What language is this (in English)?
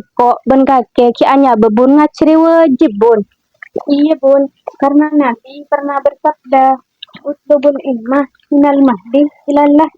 Madurese